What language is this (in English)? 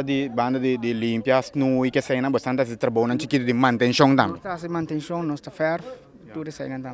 Papiamento